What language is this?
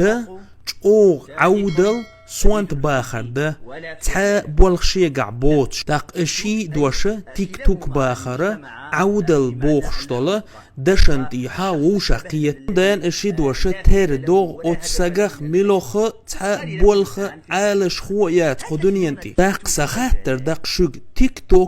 Chechen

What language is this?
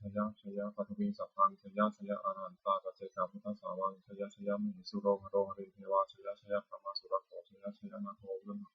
Pali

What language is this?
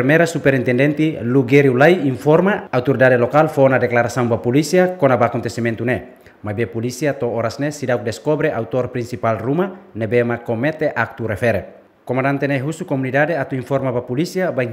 Tetum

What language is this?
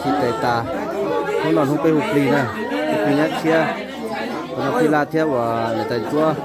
Hmong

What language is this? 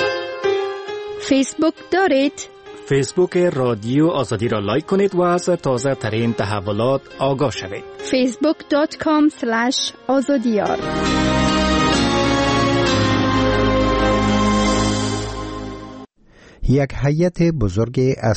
Persian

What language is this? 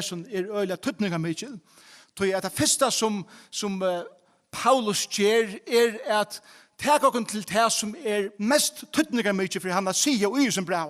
Faroese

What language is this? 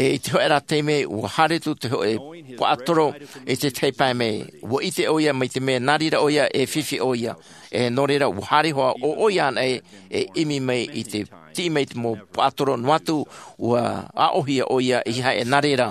Tahitian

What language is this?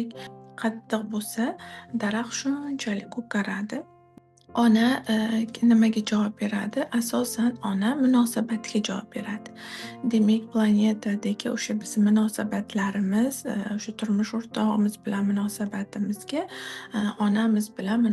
Uzbek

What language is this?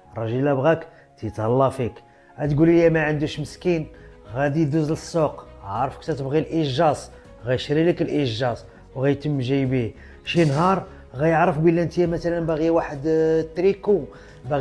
Moroccan Arabic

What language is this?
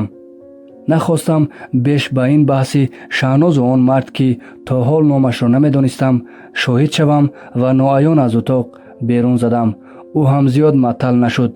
Tajik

